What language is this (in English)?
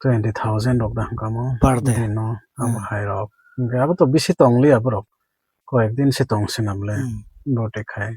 Kok Borok